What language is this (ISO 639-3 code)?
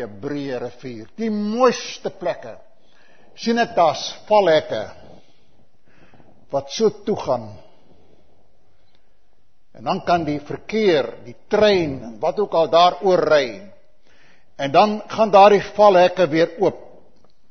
afr